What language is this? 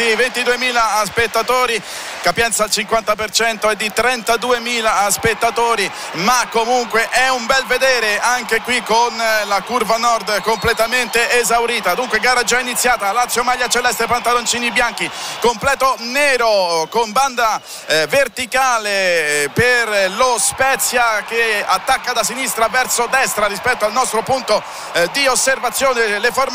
Italian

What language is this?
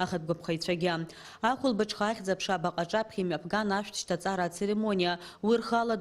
Abkhazian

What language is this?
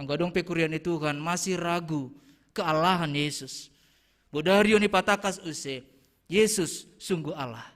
Batak Simalungun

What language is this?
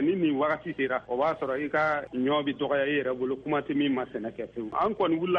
Bambara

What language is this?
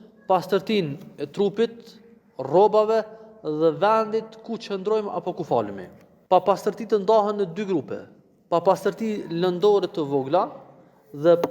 Albanian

